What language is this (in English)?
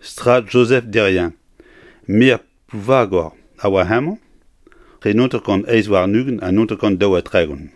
Breton